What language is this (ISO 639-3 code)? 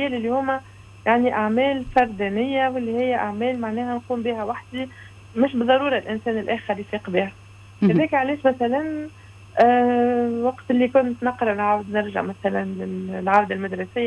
aeb